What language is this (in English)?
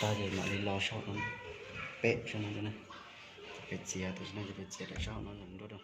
Hmong